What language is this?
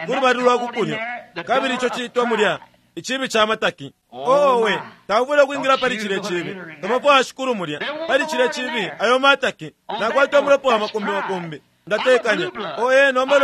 Bemba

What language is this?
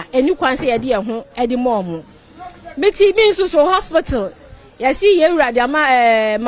Akan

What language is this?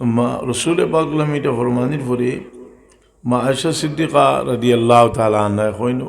Sylheti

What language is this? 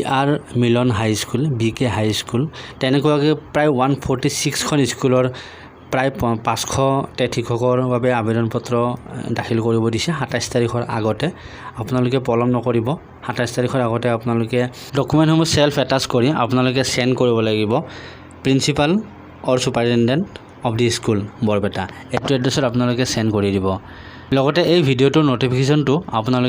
Assamese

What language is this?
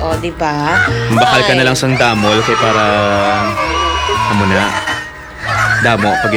Hiligaynon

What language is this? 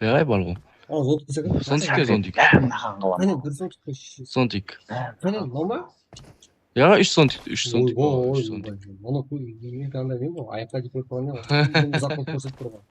Kara-Kalpak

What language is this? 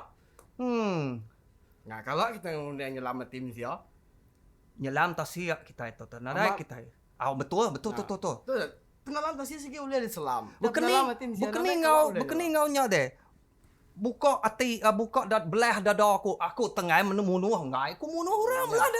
Iban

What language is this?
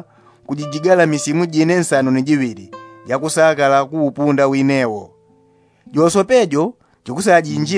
Yao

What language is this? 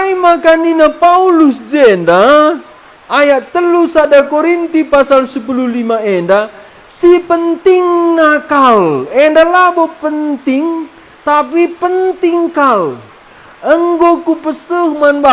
Batak Karo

